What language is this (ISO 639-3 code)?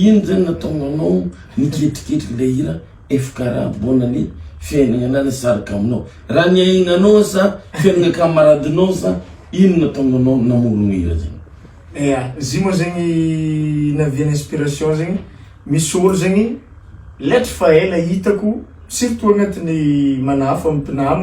mlg